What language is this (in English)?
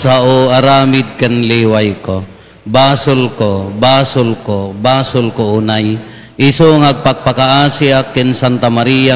Iloko